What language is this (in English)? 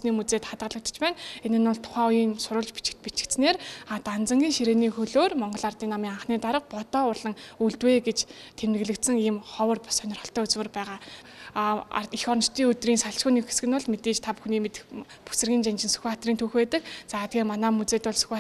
Mongolian